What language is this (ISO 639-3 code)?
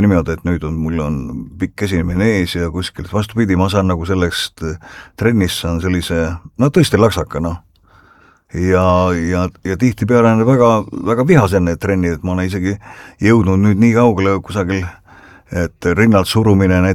est